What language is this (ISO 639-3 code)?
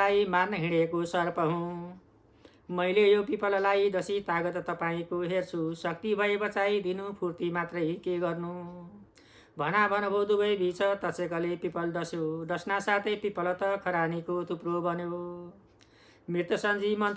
nep